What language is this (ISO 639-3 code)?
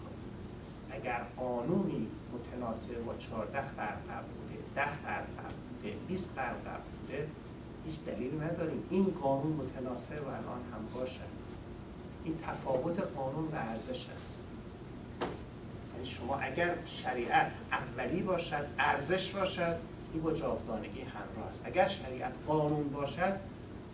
fas